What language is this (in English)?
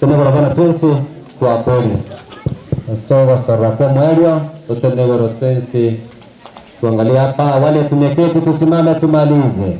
Gusii